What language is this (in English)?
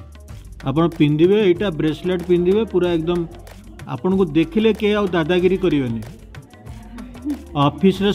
Odia